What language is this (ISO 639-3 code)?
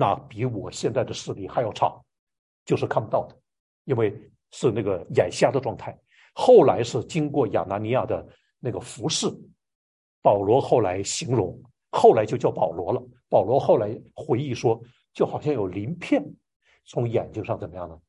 zho